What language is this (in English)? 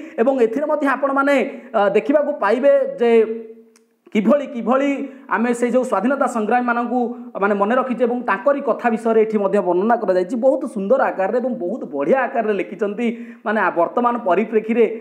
Odia